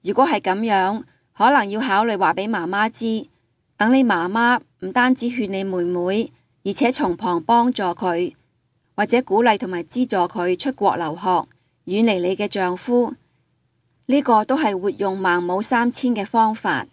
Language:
Cantonese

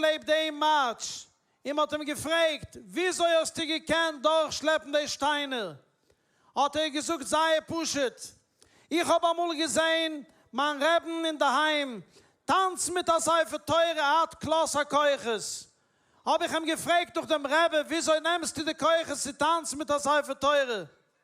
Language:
Yiddish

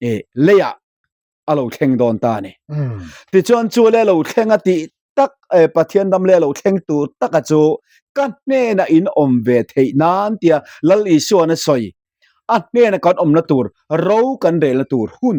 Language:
Mizo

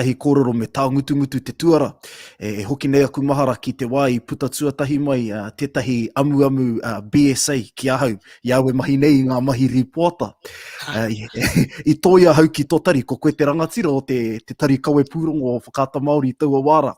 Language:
Māori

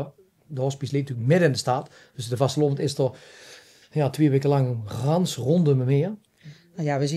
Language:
Limburgish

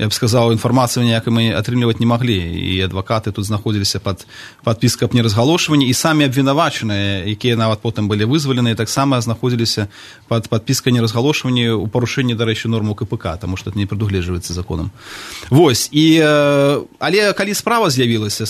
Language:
Belarusian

